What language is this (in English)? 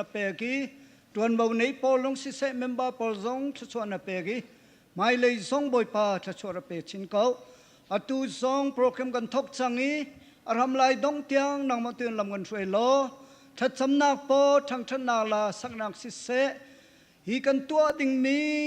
Hakha Chin